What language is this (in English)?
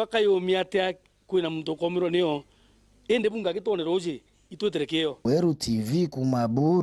Meru